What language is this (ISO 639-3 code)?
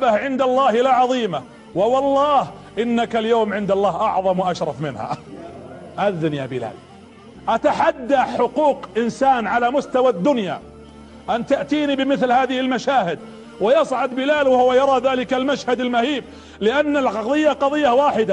ara